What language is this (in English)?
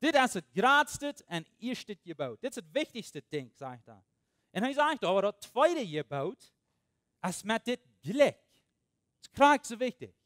Plautdietsch